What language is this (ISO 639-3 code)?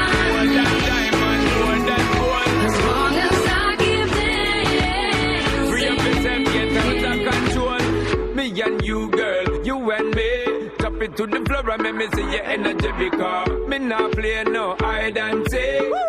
nmf